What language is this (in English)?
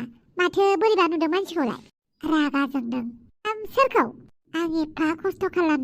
Bodo